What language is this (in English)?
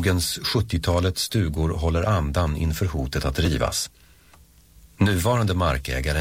Swedish